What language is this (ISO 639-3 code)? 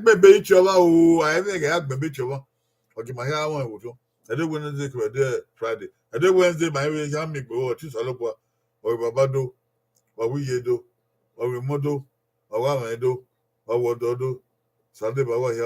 bin